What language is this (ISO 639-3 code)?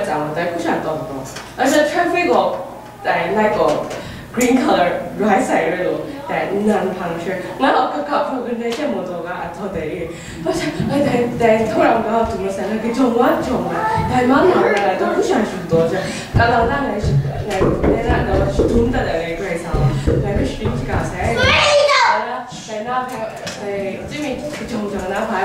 kac